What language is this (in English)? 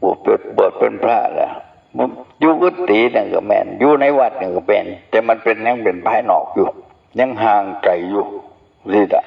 Northeastern Thai